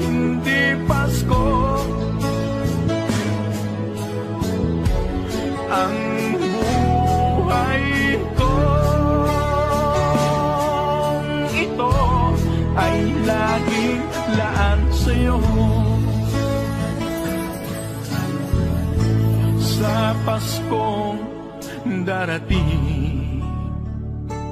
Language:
Filipino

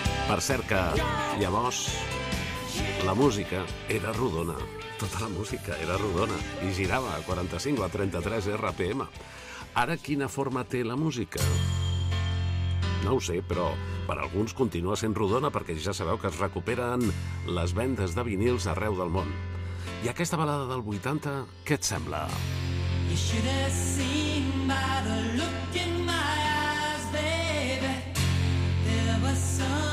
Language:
Catalan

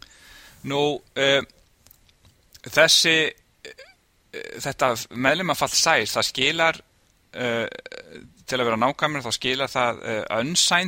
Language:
Icelandic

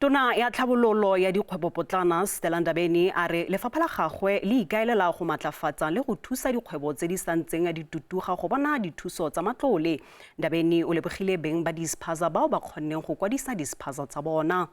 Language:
Tswana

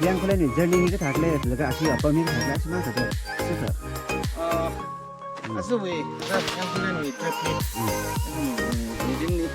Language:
Tangkhul Naga (India)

